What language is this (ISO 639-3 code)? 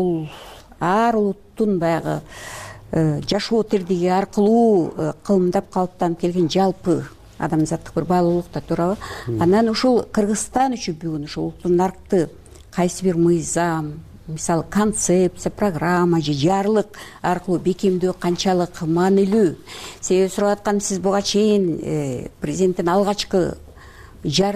kir